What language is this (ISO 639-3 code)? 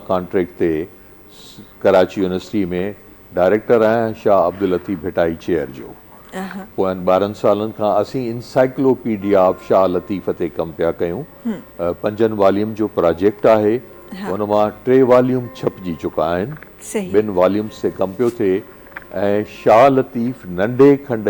snd